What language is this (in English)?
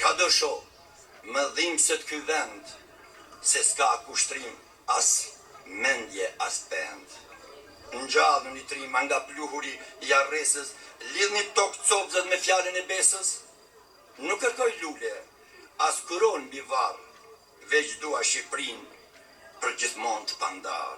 Albanian